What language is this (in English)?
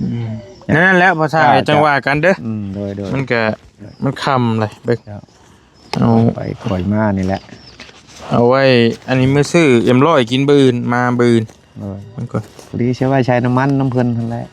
Northeastern Thai